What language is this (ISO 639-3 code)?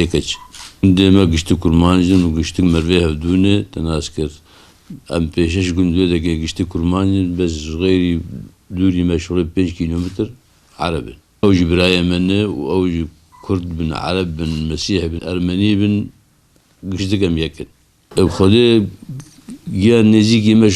kur